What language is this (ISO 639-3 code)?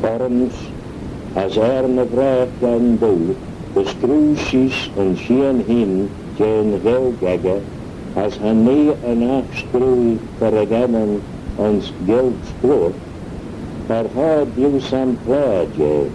glv